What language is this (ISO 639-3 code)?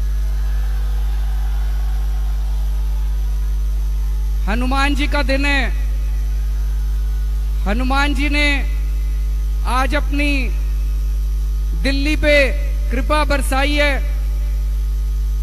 hin